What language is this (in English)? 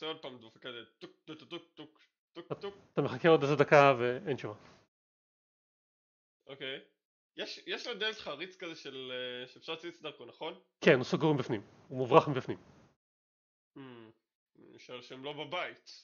Hebrew